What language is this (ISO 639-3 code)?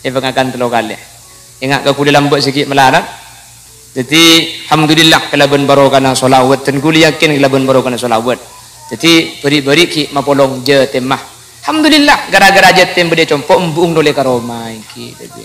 mad